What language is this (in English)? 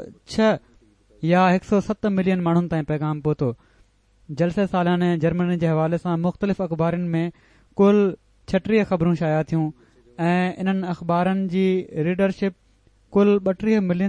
Sindhi